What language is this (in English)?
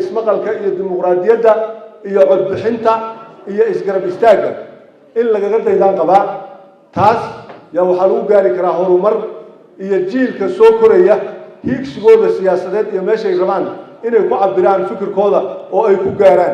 Somali